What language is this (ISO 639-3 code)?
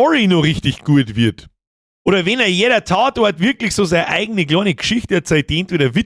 bar